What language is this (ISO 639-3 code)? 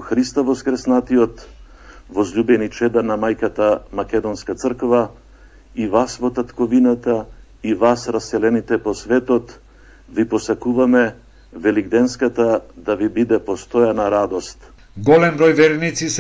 mkd